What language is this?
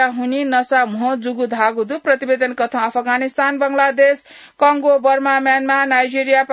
Newari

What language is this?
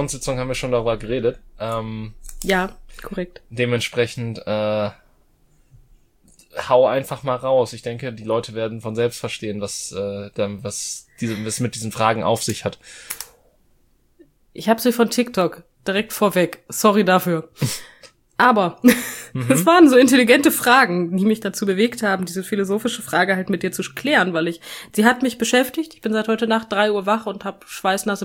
German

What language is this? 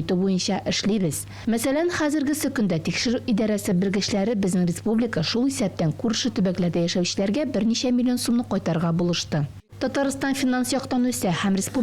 Tatar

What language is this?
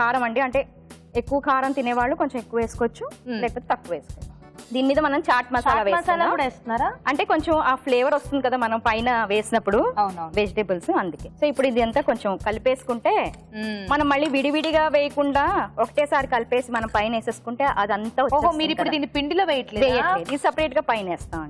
Telugu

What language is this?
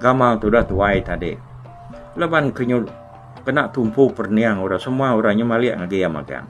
Iban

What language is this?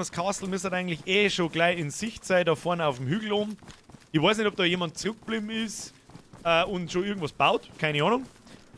Bavarian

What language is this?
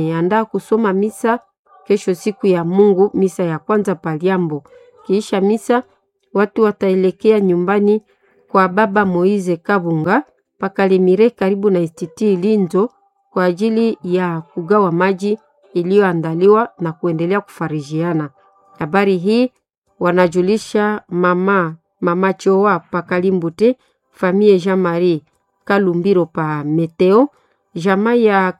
Swahili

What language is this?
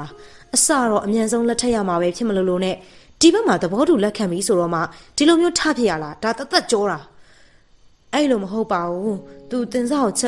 Burmese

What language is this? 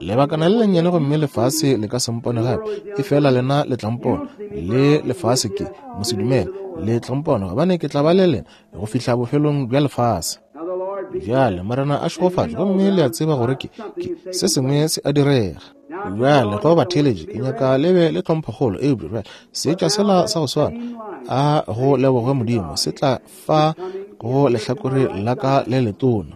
Northern Sotho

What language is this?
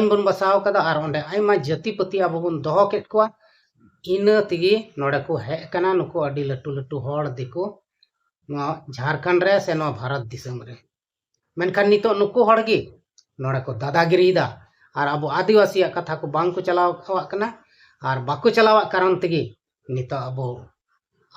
Santali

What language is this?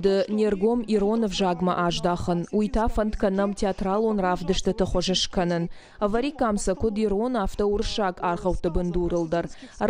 Ossetic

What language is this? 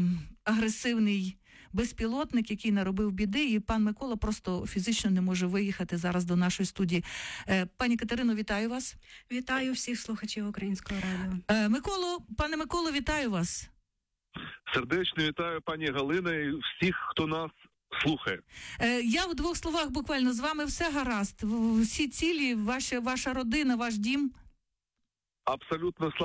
Ukrainian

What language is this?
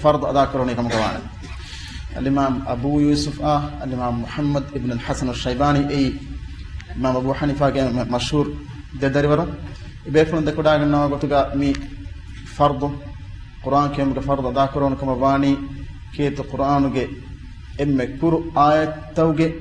Divehi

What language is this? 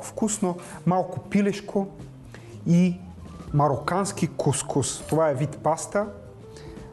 Bulgarian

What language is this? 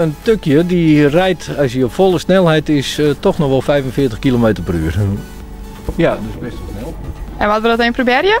Western Frisian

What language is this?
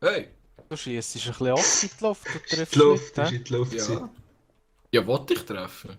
Swiss German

